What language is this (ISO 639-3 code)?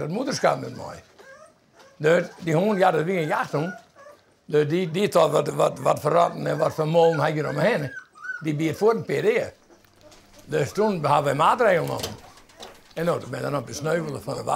fry